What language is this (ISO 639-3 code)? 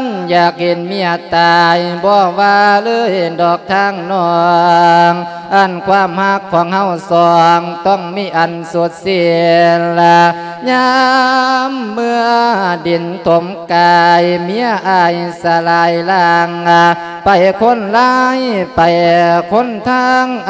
lao